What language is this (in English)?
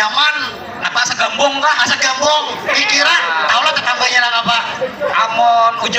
Banjar